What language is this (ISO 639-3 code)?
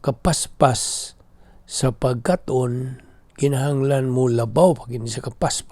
ceb